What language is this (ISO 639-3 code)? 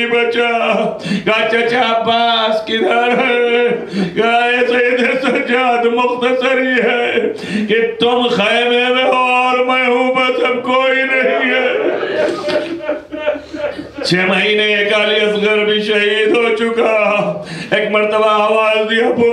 urd